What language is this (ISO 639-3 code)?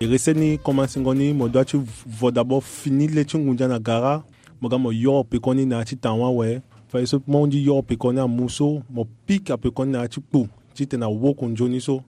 sag